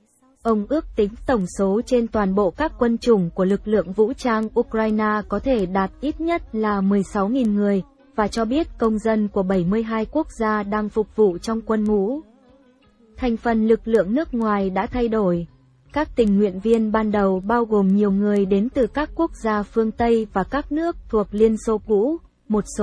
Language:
Vietnamese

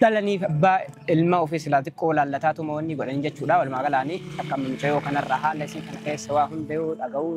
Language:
Oromo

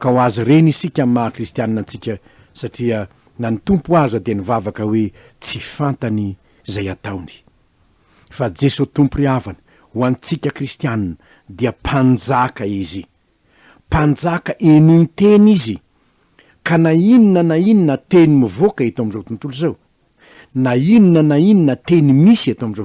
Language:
Malagasy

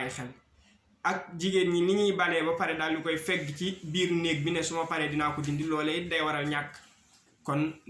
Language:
Wolof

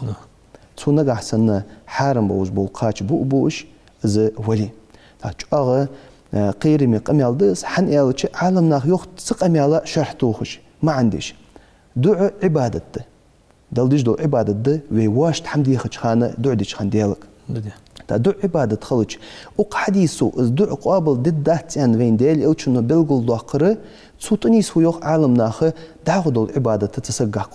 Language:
Ingush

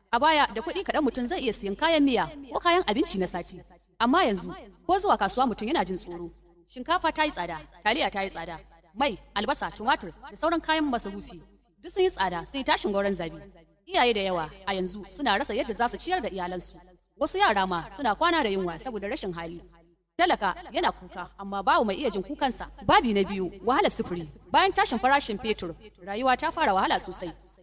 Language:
Hausa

